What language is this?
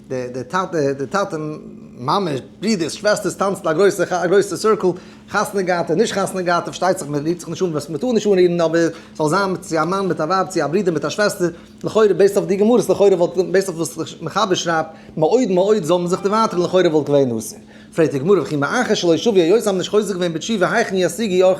Yiddish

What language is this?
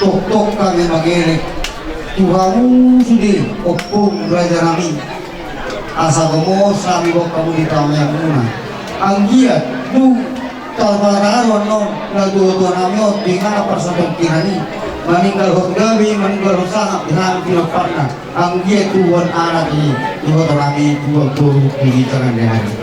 Batak Toba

